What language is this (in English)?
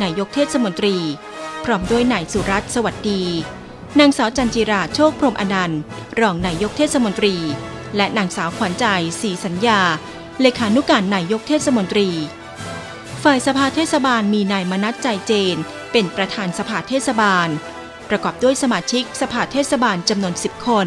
Thai